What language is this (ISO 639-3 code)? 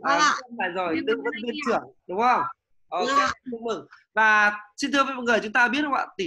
vie